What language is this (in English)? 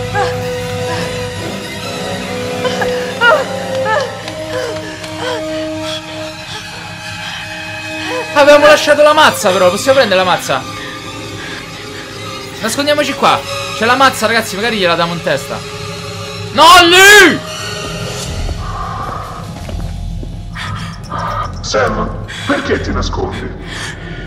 Italian